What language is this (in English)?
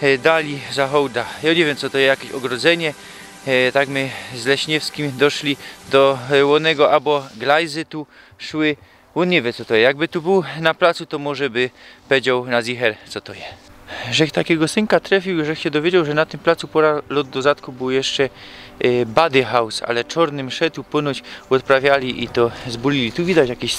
Silesian